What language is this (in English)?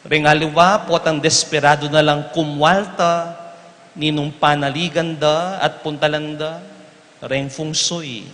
Pampanga